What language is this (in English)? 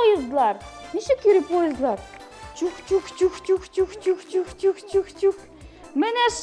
Tatar